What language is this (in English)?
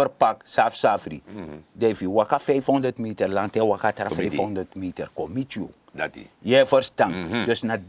Sranan Tongo